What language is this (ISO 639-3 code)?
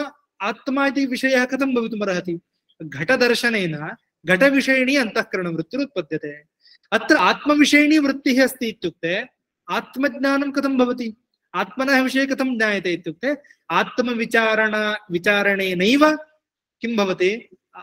san